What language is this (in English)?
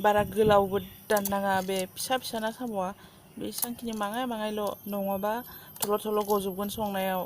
Bodo